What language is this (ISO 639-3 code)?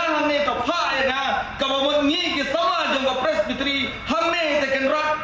kha